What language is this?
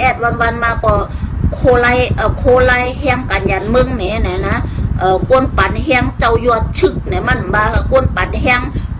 Shan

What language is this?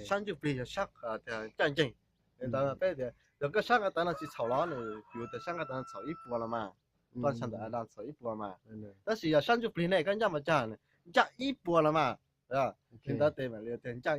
Hmong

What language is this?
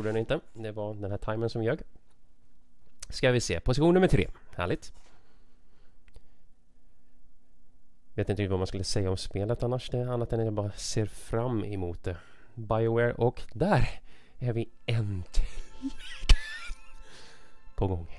Swedish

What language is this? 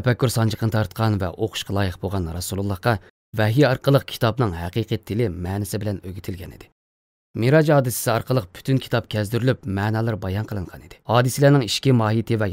Uyghur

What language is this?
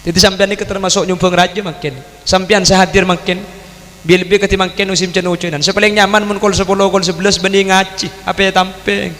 Madurese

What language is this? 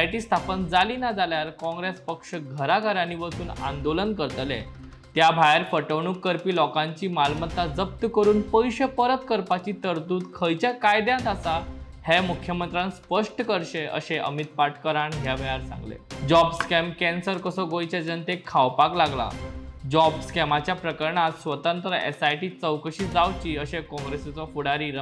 Konkani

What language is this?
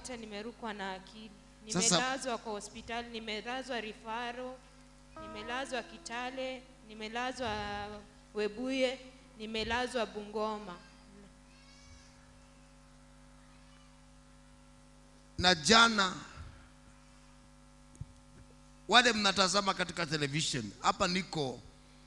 Swahili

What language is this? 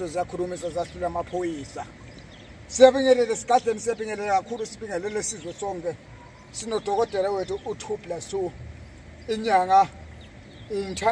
Zulu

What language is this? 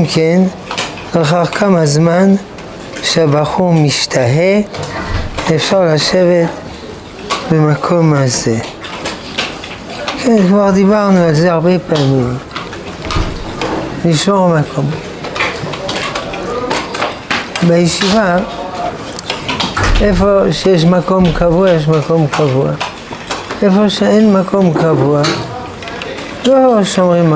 Hebrew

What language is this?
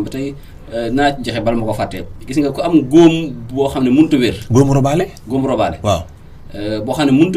Wolof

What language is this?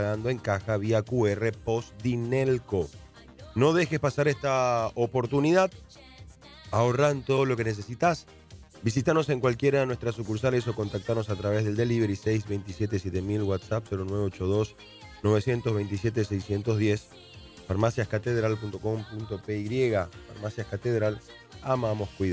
Spanish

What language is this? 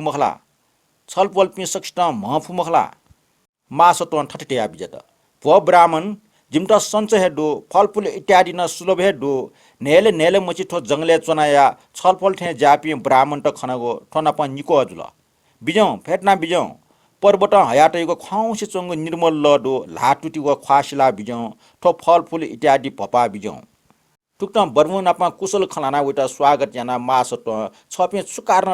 Newari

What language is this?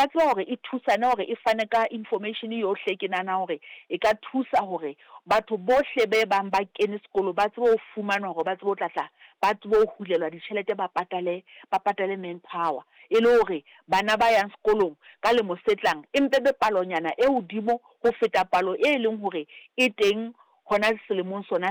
Southern Sotho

